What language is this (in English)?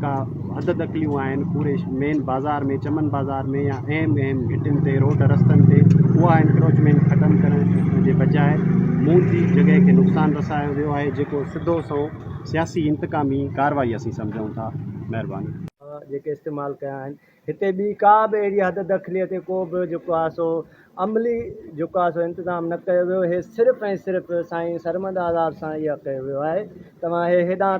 Sindhi